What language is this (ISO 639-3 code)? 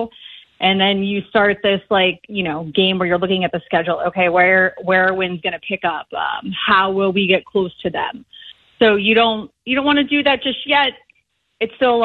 eng